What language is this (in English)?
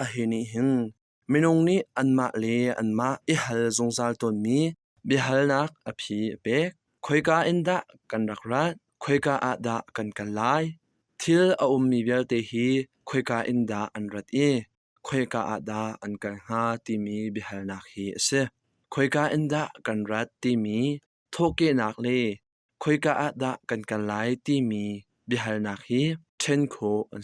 Hakha Chin